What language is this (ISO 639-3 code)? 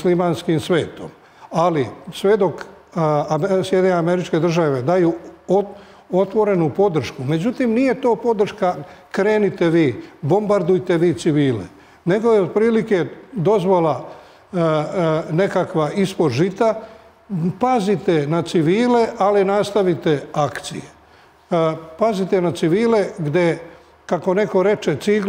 srp